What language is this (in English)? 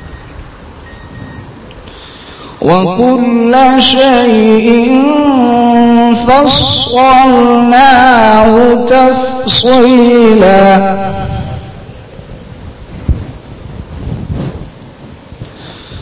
Urdu